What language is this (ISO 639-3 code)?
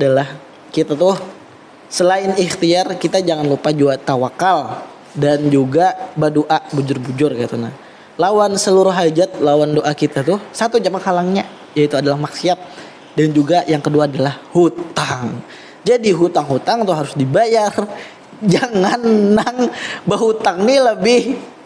bjn